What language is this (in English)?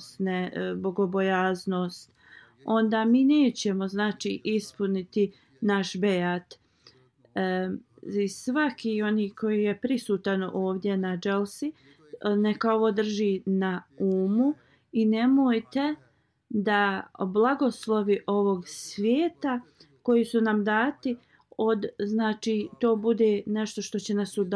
Bosnian